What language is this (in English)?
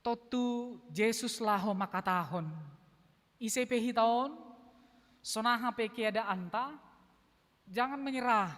Batak Simalungun